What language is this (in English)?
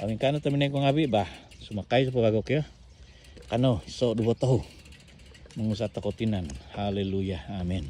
Central Dusun